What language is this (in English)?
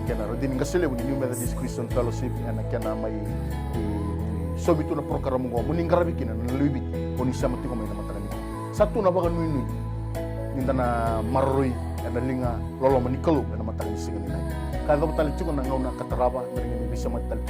Fijian